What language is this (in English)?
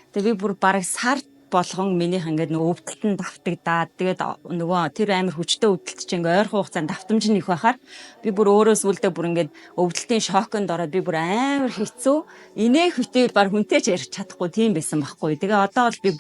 Mongolian